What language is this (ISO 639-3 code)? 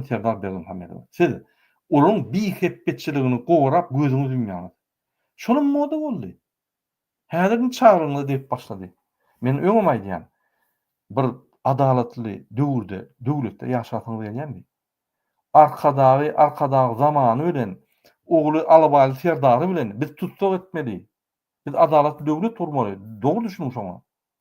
tuk